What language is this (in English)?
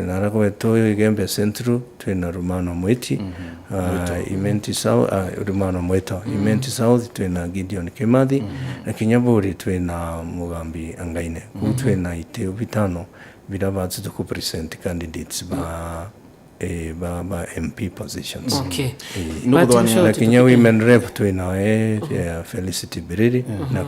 Meru